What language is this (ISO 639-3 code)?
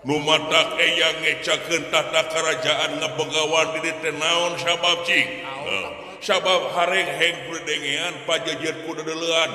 sun